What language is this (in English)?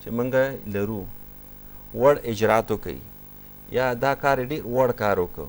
Pashto